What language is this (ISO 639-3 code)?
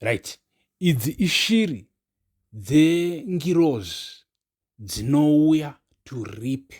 sna